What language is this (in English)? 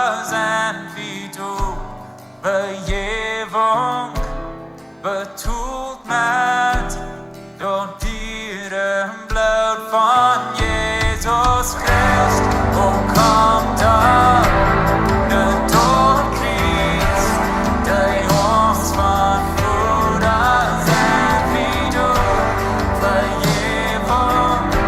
Plautdietsch